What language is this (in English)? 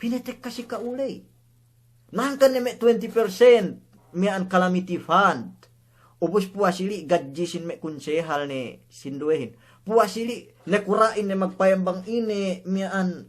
Yakan